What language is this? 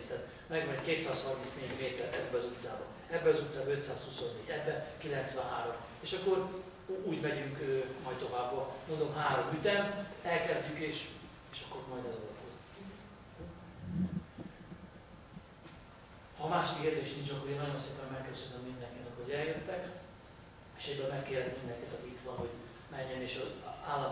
Hungarian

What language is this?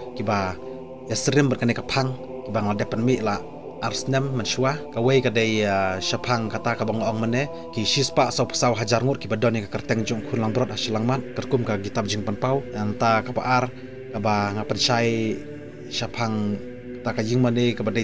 Khasi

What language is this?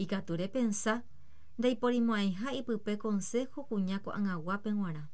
Guarani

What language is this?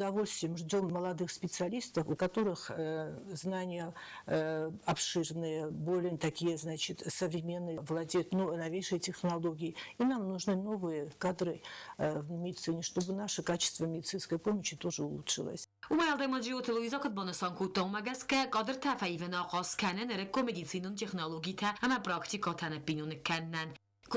Ossetic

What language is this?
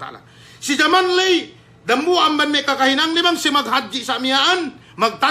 Yakan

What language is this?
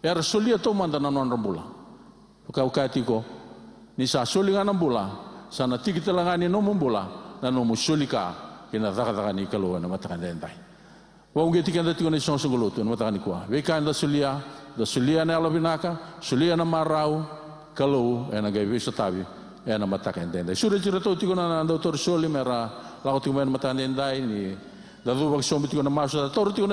Fijian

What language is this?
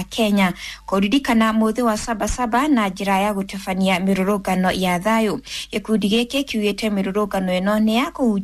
Kikuyu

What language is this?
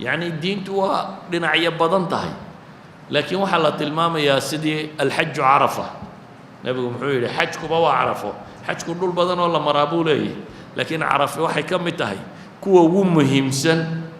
Somali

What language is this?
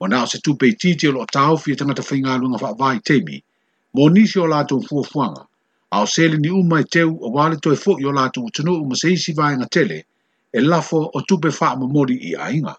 Samoan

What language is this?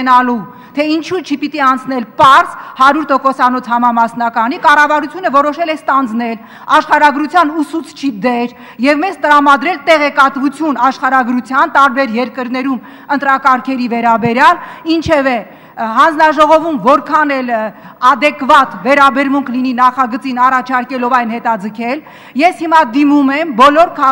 Armenian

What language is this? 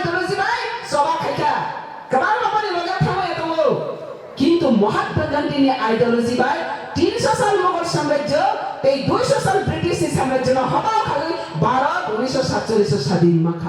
Kok Borok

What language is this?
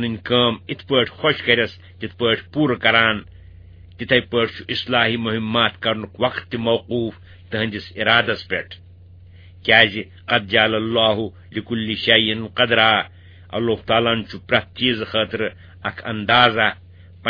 Kashmiri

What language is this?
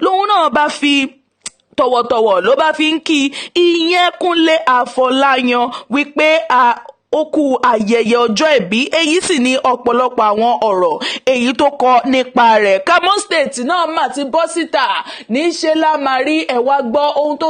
Yoruba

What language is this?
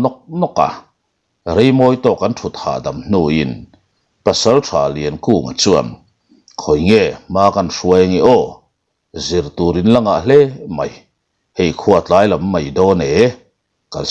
Mizo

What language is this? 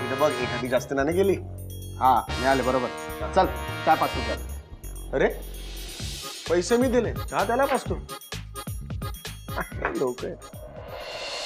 Marathi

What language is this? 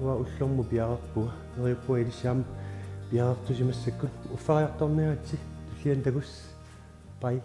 Kalaallisut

